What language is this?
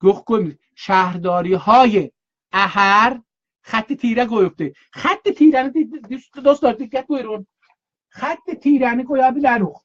South Azerbaijani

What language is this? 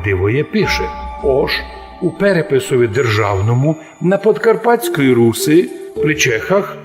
Rusyn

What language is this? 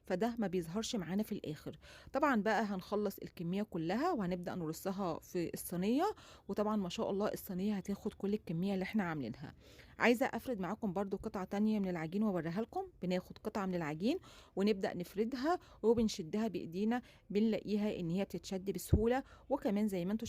Egyptian Arabic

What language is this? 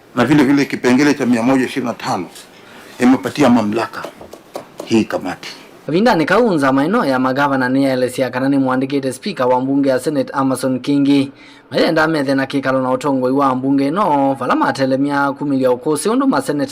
Kamba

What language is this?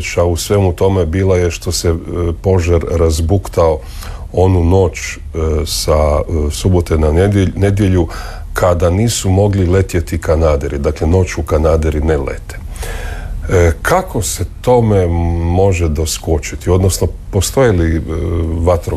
Croatian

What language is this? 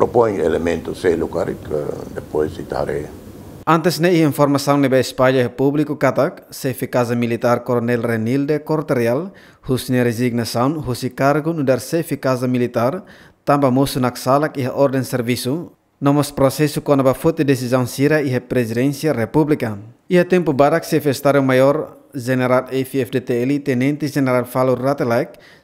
Tetum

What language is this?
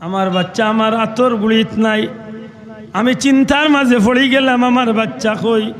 Sylheti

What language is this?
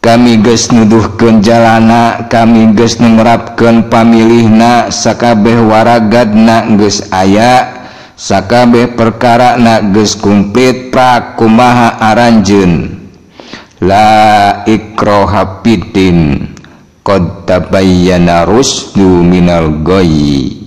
Sundanese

